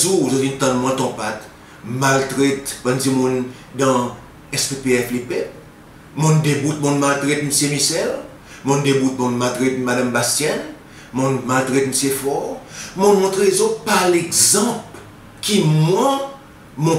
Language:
Seselwa Creole French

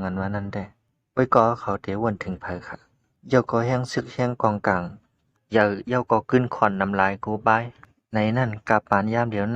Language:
Shan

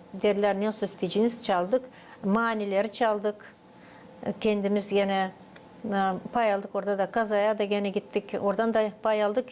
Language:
Gagauz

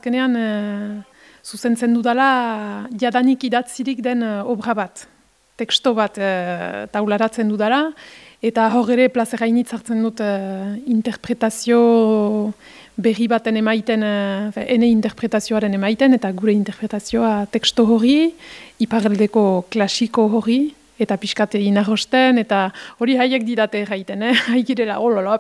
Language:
Basque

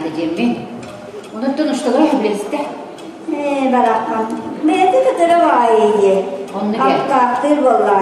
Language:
Yakut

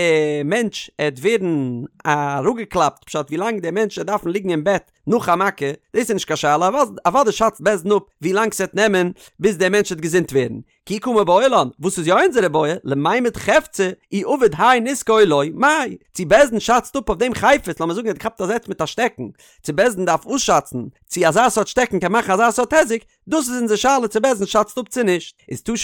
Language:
Yiddish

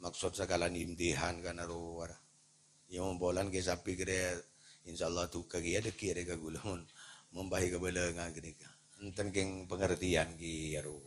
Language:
Madurese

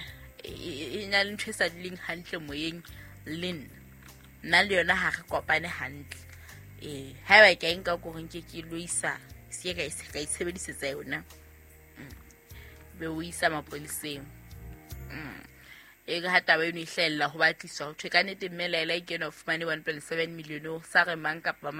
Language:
Southern Sotho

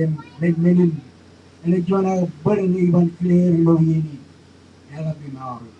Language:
Marshallese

